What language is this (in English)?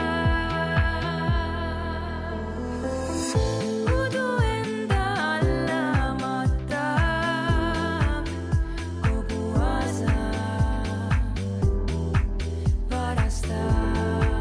Estonian